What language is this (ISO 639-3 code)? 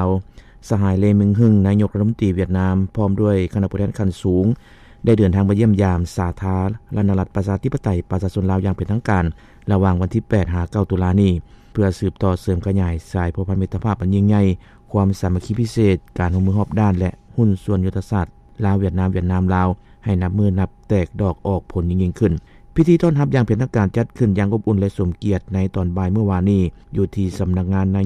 lao